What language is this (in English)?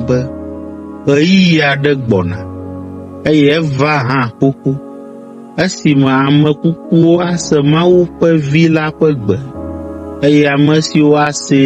Ewe